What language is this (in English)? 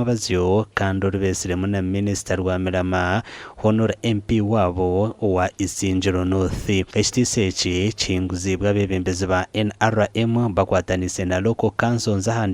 Nyankole